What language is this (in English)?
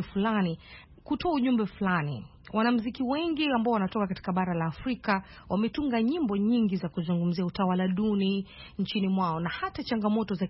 Swahili